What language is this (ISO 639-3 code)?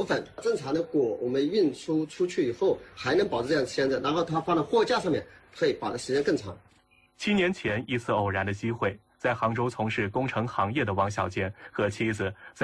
zho